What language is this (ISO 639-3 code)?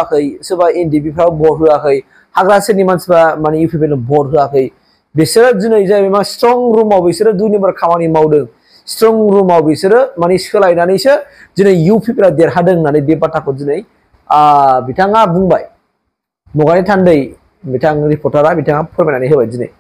brx